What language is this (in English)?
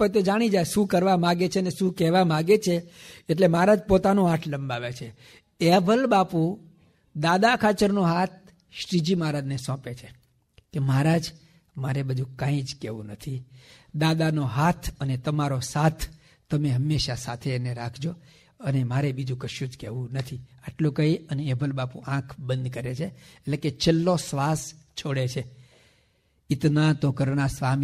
Gujarati